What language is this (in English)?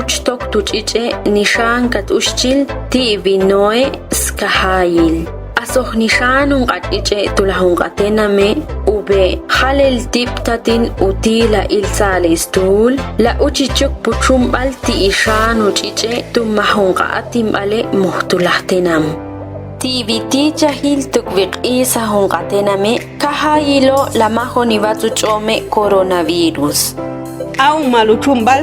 Ixil